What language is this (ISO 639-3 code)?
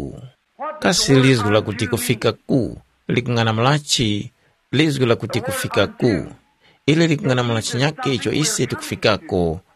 tum